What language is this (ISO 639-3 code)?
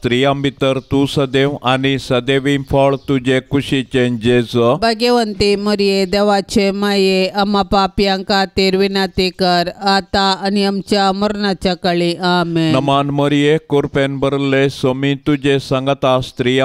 kok